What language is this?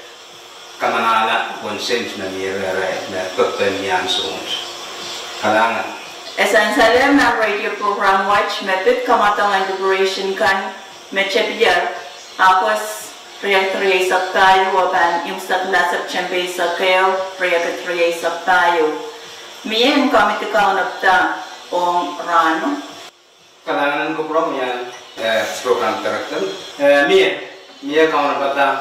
Pohnpeian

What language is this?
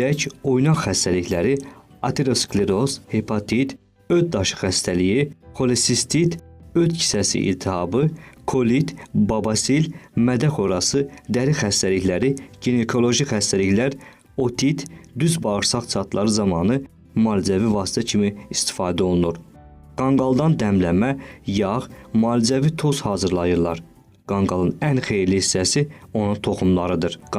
Azerbaijani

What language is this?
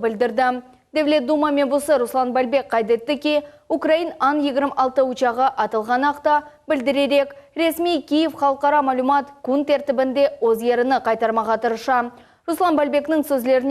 Crimean Tatar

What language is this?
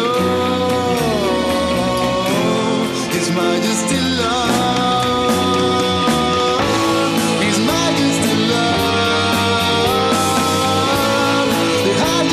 French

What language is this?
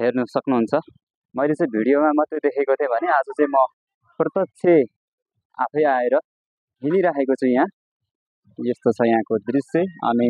Nepali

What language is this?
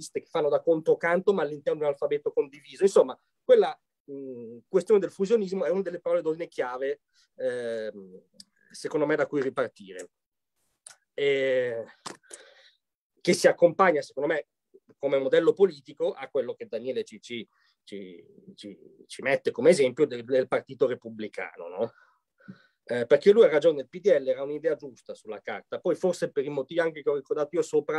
Italian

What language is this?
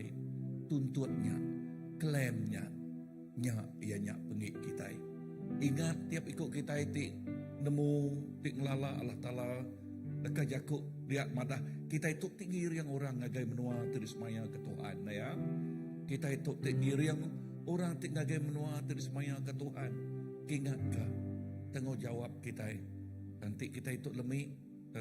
Iban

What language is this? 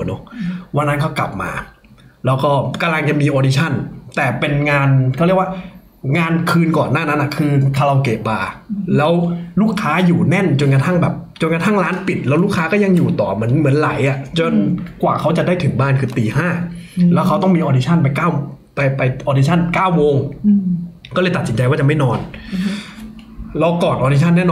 Thai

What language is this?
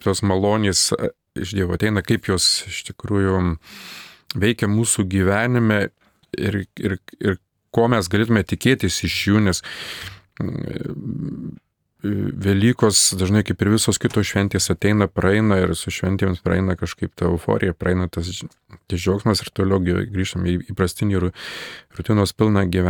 Lithuanian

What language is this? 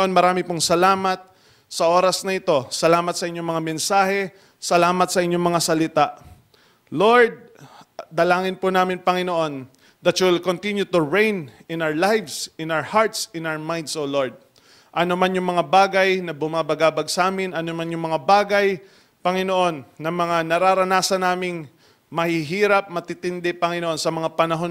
Filipino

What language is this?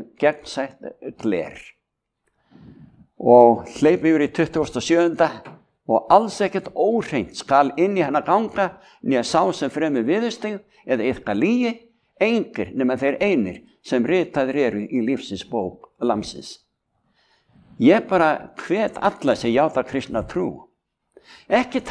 Icelandic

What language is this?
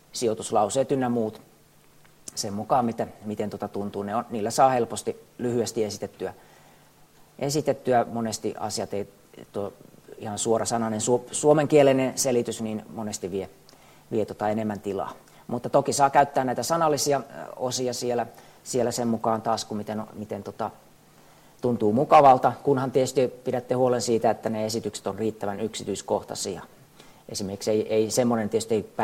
Finnish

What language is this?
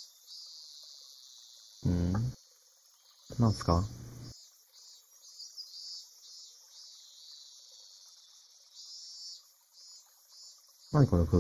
Japanese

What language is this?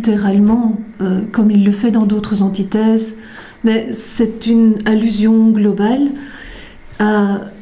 French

